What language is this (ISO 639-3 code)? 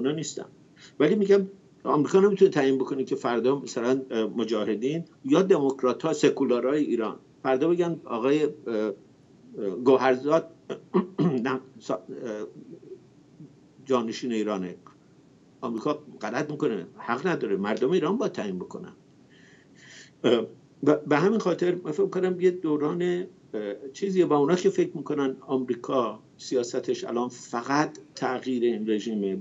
fas